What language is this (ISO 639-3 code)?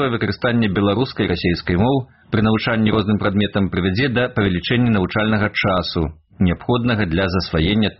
bel